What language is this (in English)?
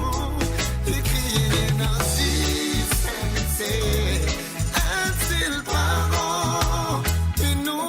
Morisyen